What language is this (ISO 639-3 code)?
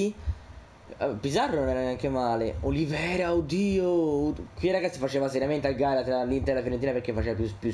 ita